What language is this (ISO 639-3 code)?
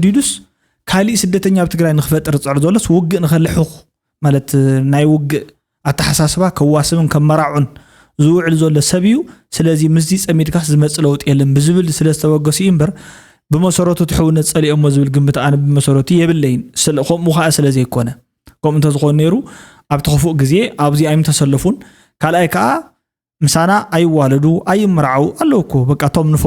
tir